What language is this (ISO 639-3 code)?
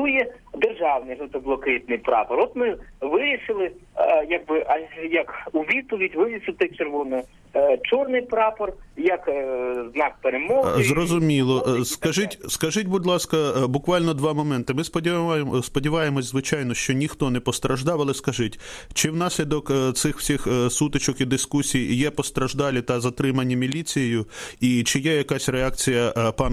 ukr